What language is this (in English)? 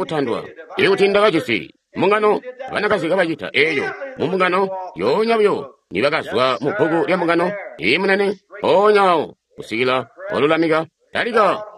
Tonga (Zambia)